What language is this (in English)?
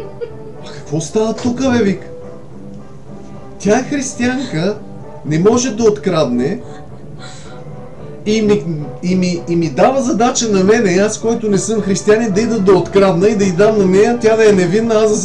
Bulgarian